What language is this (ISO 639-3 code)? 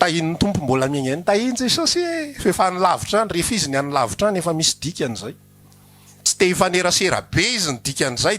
mlg